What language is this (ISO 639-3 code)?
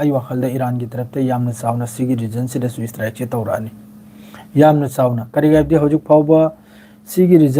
mni